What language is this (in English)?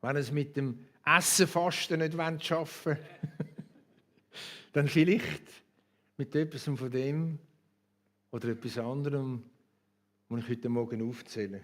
Swiss German